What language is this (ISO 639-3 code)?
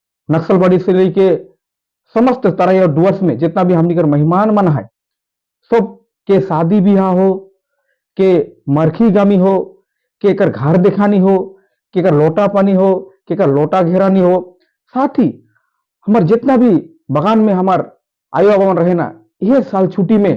sck